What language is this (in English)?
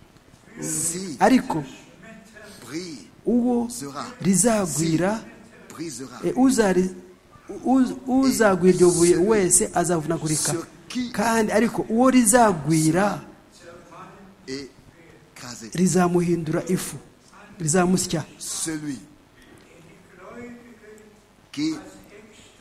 Kinyarwanda